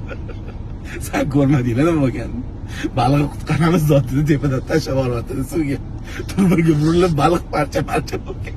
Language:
Uzbek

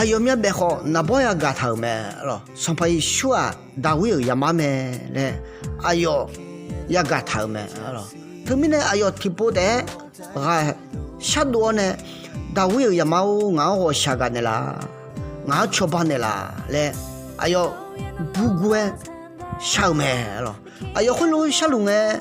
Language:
Akha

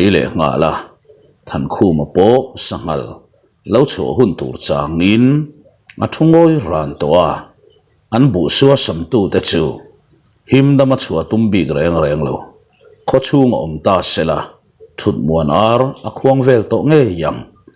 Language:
Mizo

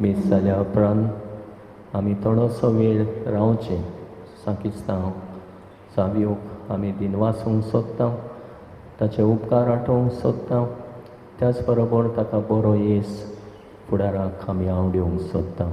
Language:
Konkani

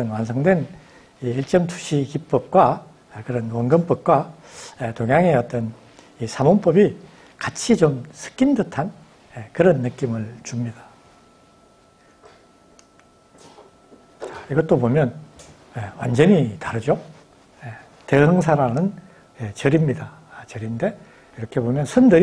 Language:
Korean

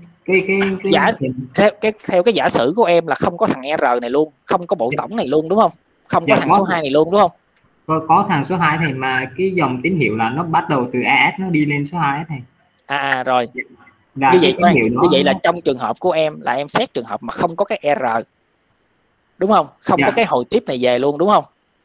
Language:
Vietnamese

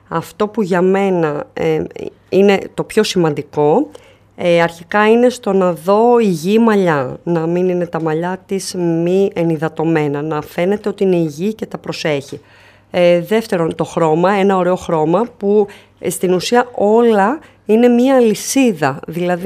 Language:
Greek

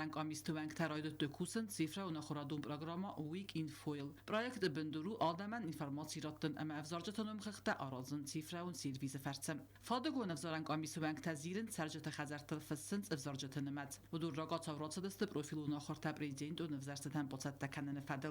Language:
Ossetic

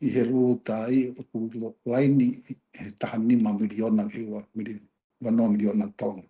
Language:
Tongan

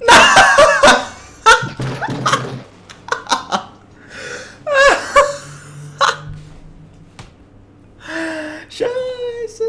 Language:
Swiss German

